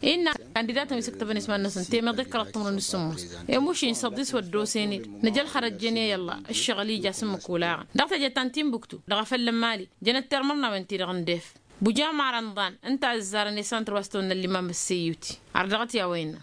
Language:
Tamasheq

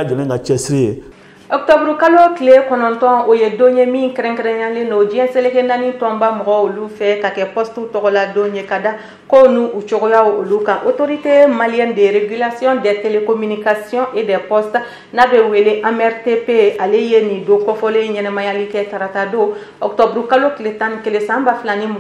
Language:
Bambara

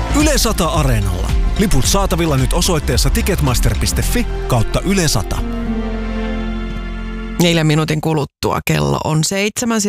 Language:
Finnish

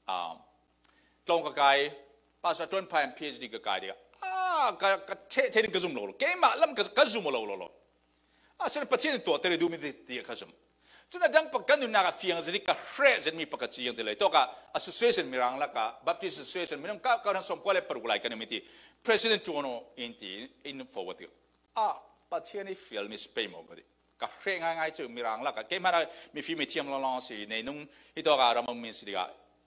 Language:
Falam Chin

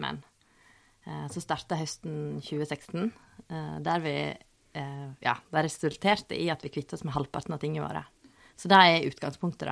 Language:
Norwegian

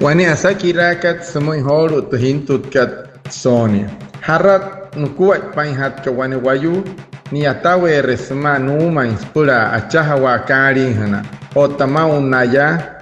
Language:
Wayuu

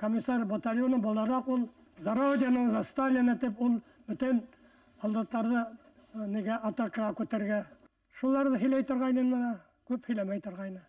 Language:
Bashkir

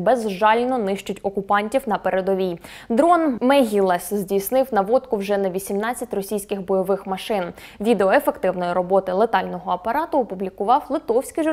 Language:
Ukrainian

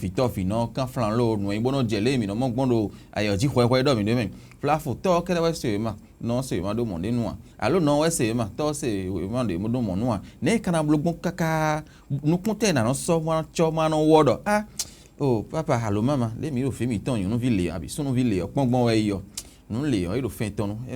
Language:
Fon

